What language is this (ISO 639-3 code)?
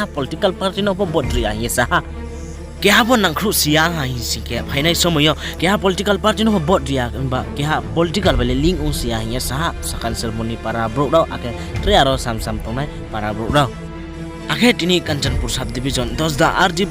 ria